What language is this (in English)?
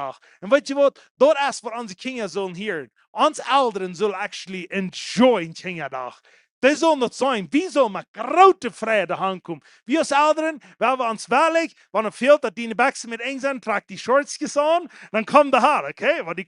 Plautdietsch